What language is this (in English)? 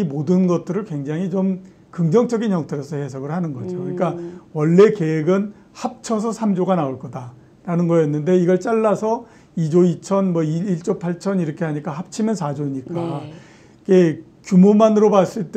Korean